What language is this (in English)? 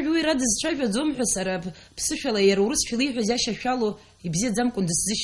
Abkhazian